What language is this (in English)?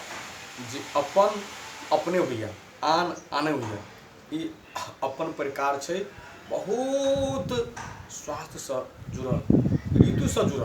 Maithili